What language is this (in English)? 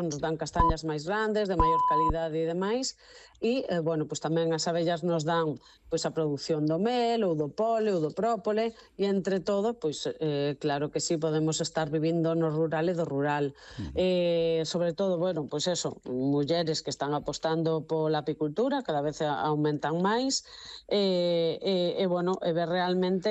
Galician